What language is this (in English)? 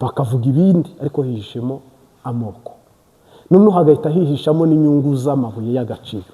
Kinyarwanda